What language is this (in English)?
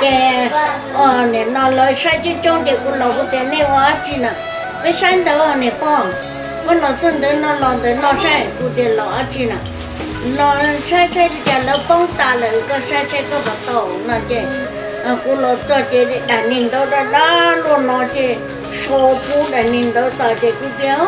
Hmong